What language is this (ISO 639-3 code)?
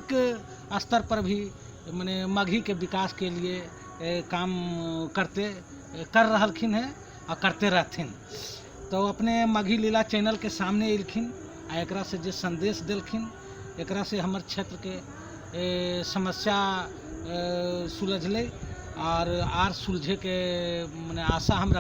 mag